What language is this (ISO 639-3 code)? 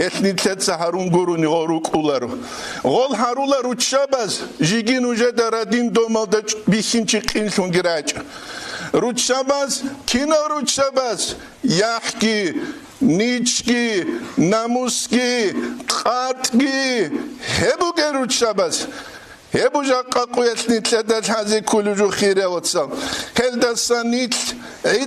ava